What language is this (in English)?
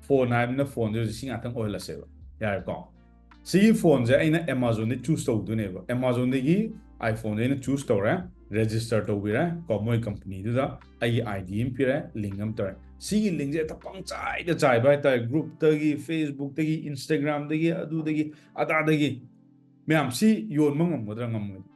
Manipuri